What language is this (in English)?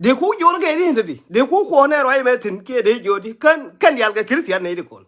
Nuer